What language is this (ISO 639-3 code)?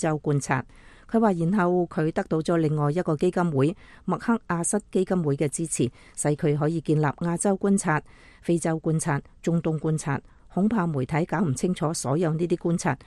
yue